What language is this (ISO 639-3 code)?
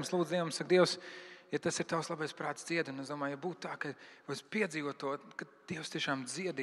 lav